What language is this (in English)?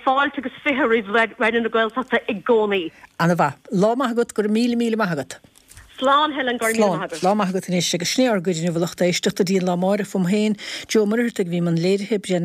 Irish